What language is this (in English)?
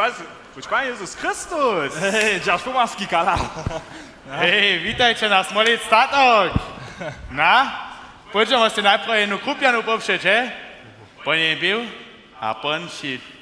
Upper Sorbian